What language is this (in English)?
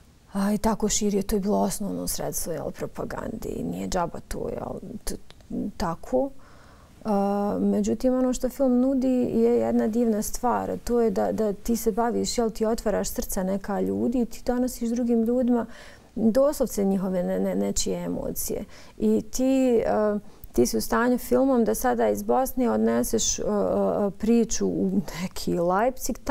Bosnian